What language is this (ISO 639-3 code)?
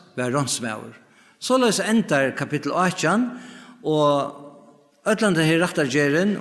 fao